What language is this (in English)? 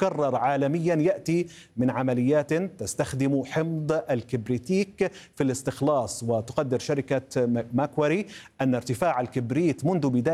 Arabic